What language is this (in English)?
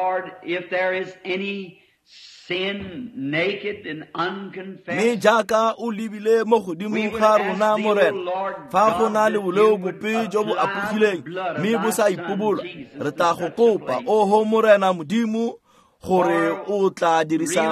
Tswana